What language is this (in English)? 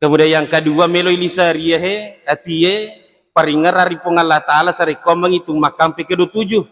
Buginese